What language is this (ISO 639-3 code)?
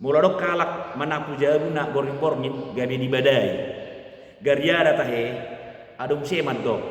bbc